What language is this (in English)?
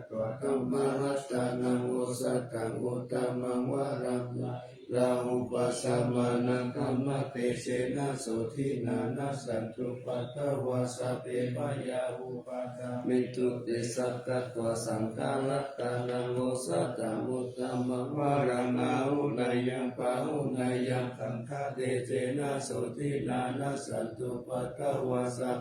Pali